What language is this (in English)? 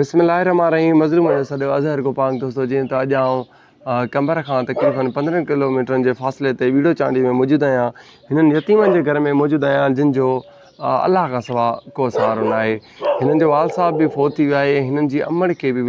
Sindhi